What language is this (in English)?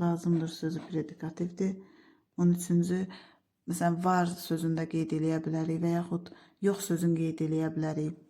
Azerbaijani